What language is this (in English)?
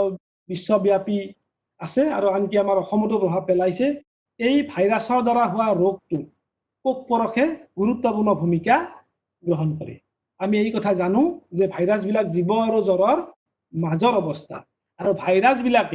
Assamese